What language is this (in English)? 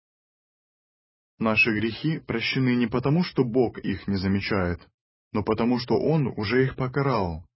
Russian